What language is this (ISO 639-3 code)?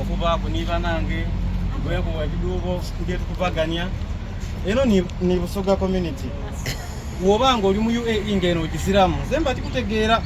xog